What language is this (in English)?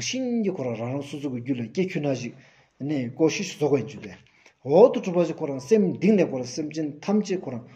Stod Bhoti